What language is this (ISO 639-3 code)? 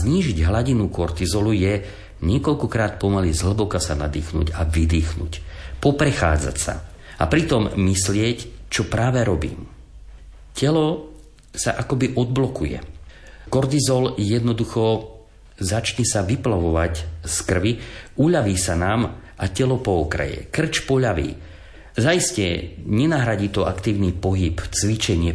slk